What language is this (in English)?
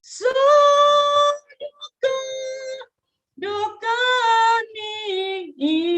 Batak Simalungun